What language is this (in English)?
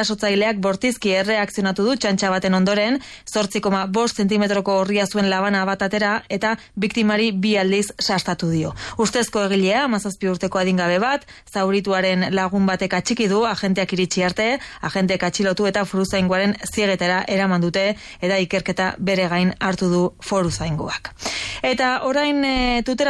Basque